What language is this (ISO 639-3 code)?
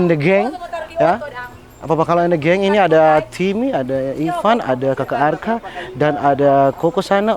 xmm